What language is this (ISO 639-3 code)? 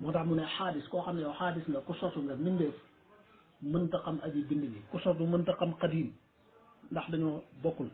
wol